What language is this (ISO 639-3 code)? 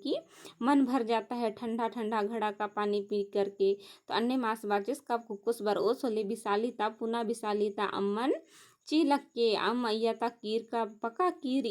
kru